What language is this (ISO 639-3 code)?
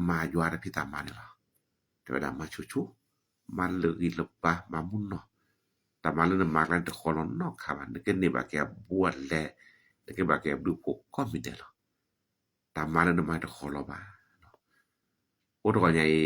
ksw